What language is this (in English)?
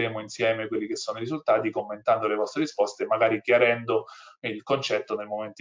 Italian